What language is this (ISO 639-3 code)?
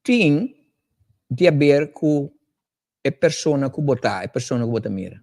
pap